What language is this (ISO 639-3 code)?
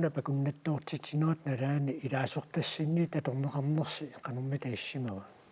kal